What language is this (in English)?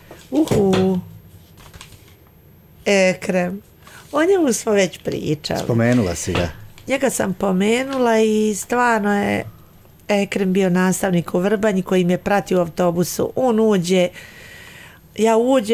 Bosnian